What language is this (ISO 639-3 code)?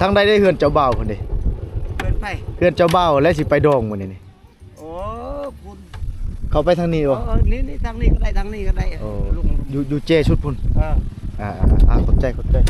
lao